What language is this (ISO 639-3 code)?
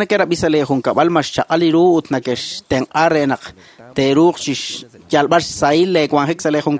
kek